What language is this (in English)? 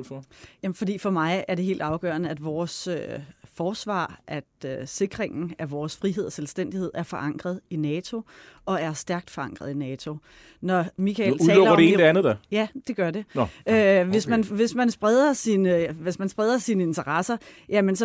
Danish